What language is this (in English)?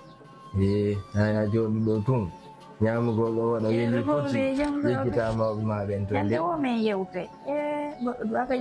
Fula